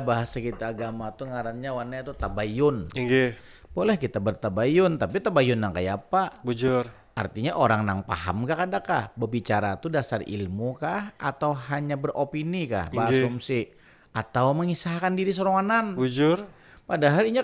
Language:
Banjar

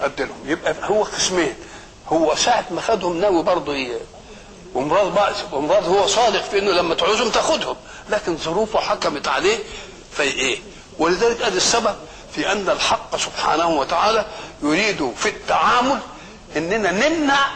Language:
Egyptian Arabic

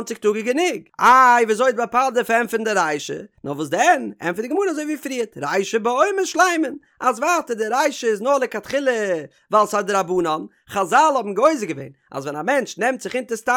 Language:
Yiddish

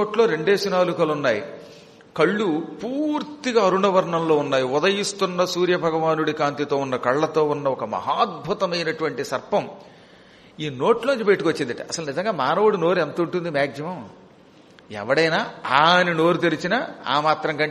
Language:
Telugu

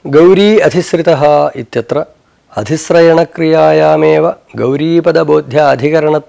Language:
Sanskrit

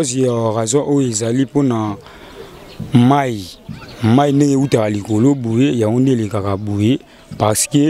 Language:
Lingala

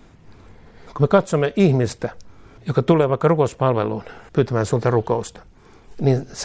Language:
Finnish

